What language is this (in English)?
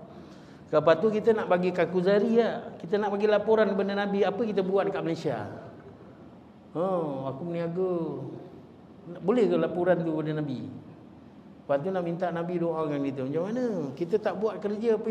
Malay